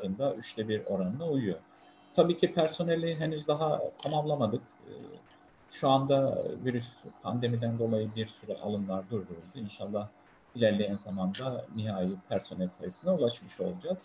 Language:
Turkish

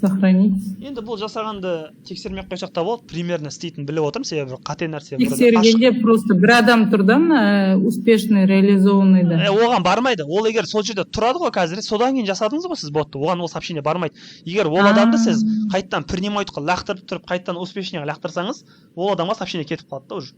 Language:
Kazakh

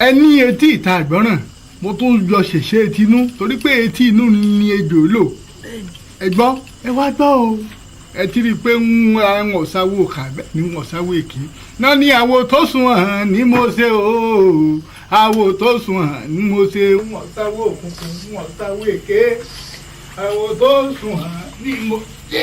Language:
Yoruba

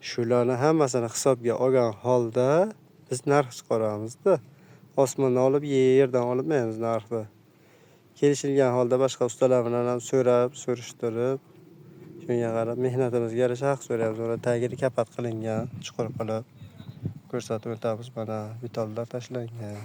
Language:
Uzbek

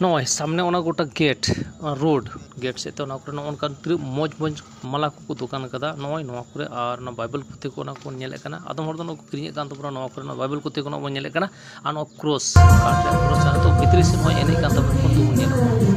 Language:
Santali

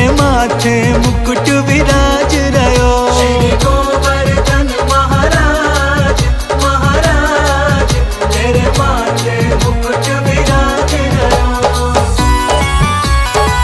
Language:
Braj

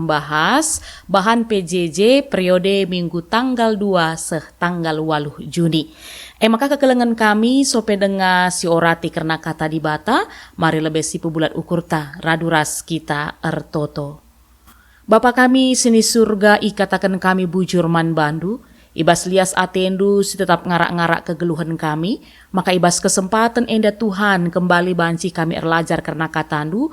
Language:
Batak Karo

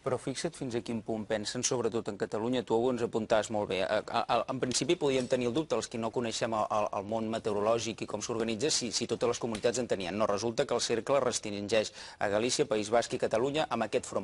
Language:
Catalan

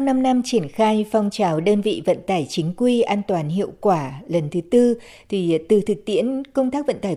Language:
Vietnamese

